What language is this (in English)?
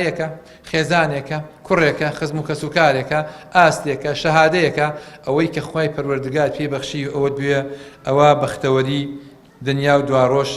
Central Kurdish